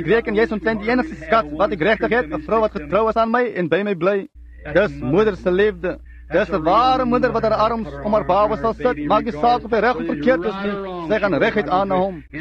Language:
Afrikaans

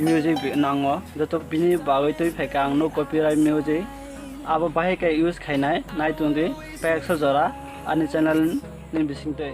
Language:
Kok Borok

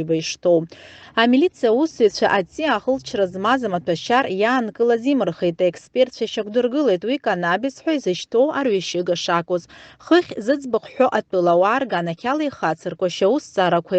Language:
Abkhazian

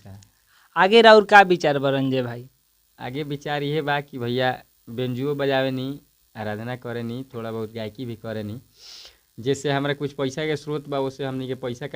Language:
Bhojpuri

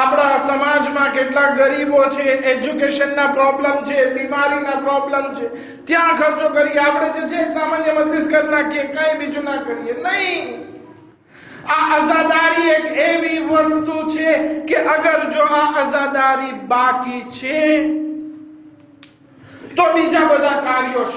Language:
Gujarati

